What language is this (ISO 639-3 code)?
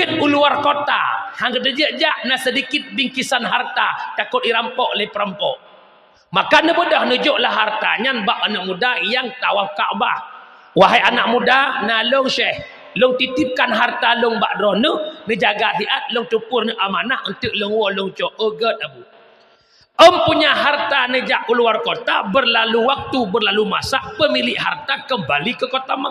ace